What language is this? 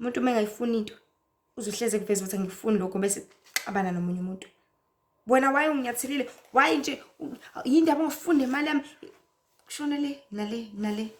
Zulu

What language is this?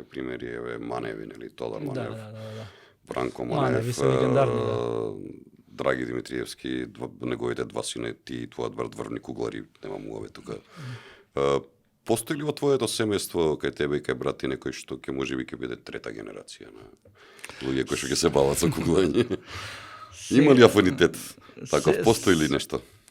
Macedonian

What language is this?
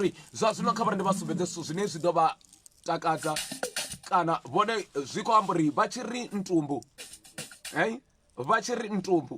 Venda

